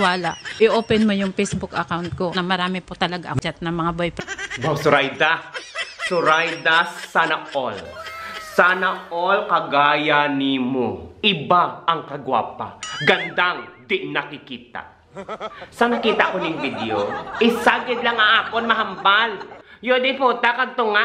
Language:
Hiligaynon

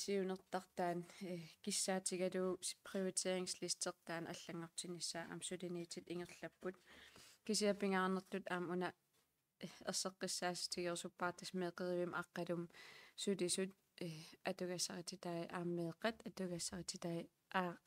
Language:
Kalaallisut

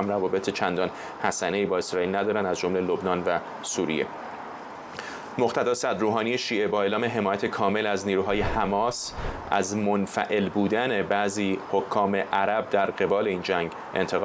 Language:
Persian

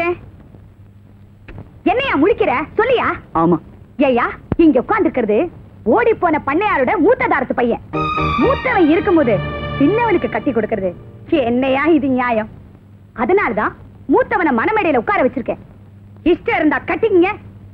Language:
Tamil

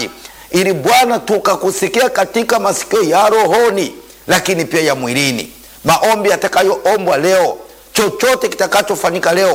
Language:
Swahili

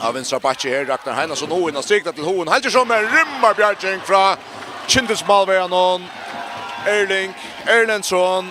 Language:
Faroese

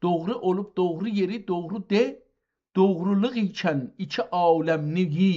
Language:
South Azerbaijani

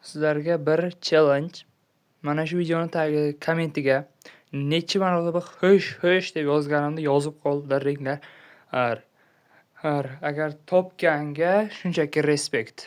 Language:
Uzbek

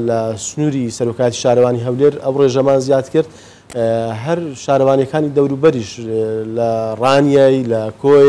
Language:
Central Kurdish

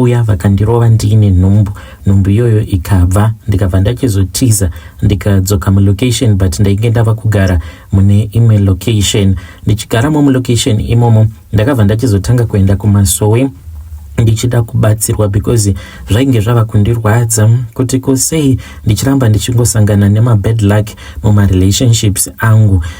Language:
Shona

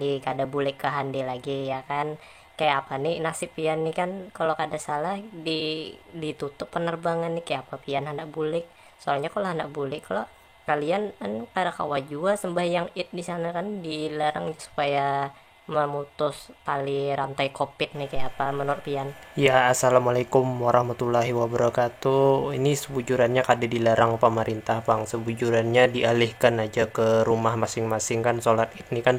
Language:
Banjar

